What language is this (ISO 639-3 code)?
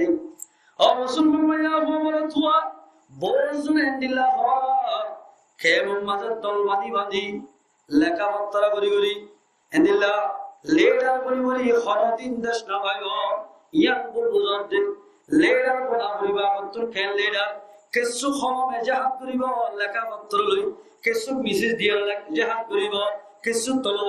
rhg